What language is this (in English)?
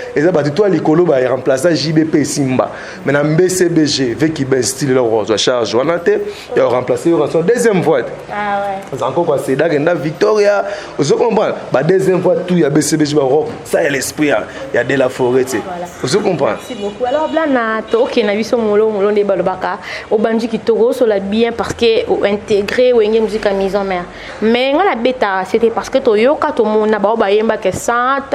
Lingala